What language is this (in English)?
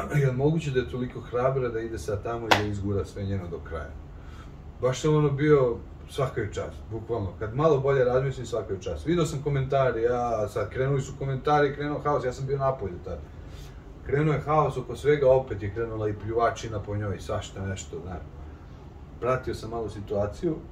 Serbian